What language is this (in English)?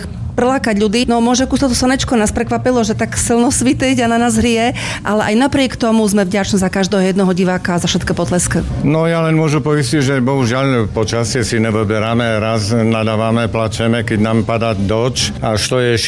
Slovak